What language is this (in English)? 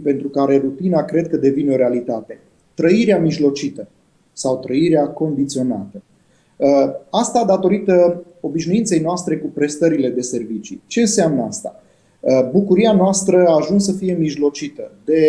Romanian